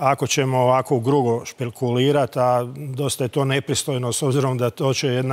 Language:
Croatian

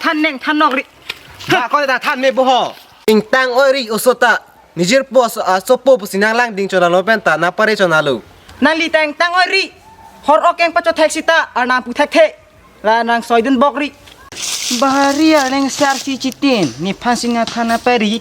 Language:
Karbi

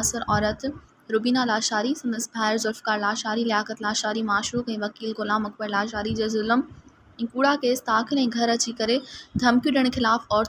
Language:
Sindhi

